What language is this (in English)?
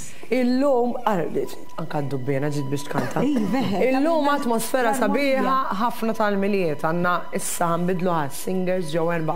Maltese